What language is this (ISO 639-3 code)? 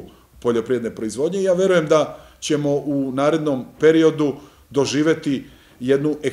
srp